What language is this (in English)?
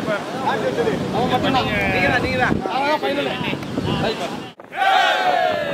Tamil